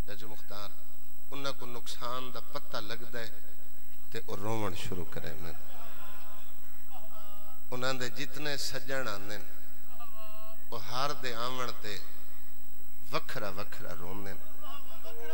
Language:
Saraiki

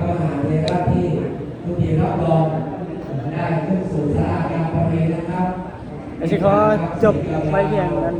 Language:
Northeastern Thai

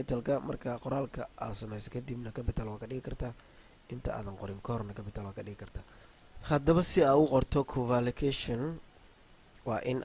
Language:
Somali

